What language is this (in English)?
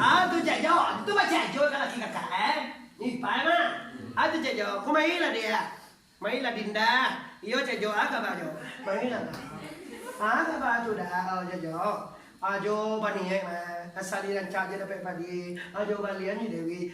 Minangkabau